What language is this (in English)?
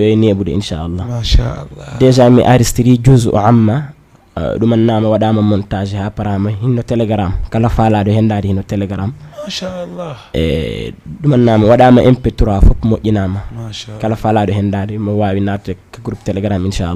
Fula